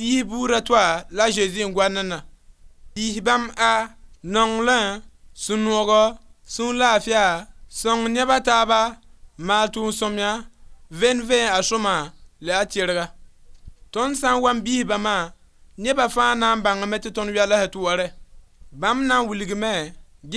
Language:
Mossi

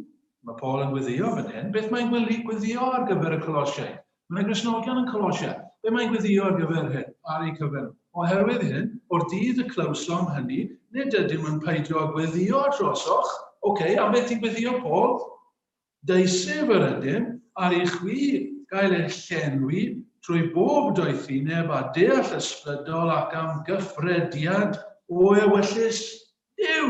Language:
Welsh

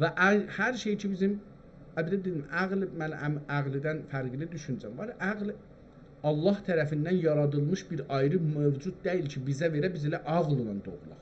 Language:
South Azerbaijani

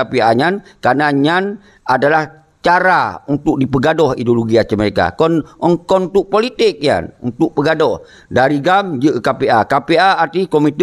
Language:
Achinese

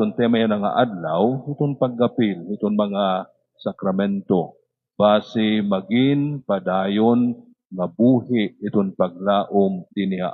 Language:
Waray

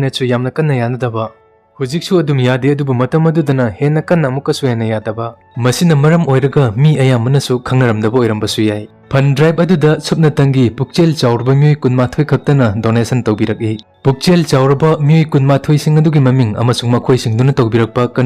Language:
Manipuri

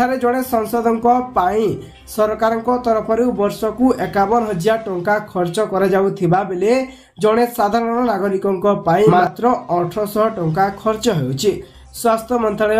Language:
Odia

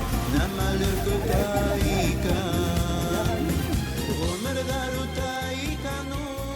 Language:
Bashkir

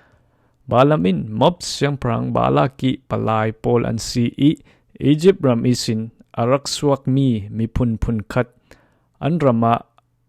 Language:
Falam Chin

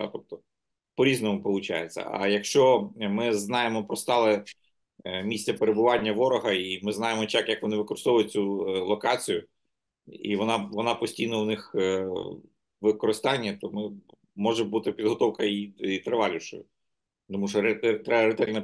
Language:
Ukrainian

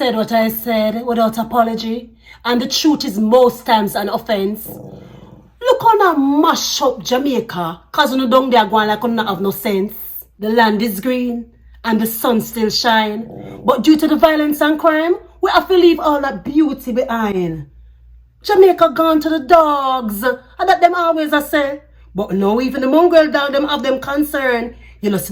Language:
Jamaican Creole English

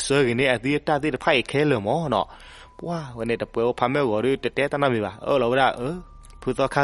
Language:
S'gaw Karen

